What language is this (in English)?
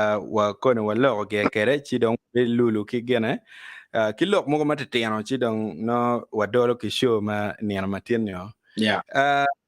Acoli